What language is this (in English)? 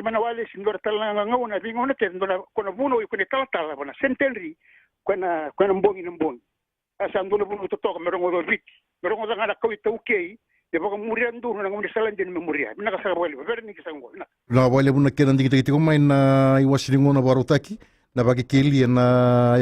Fijian